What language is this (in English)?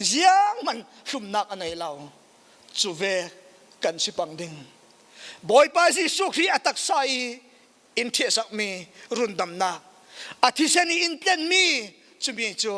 Falam Chin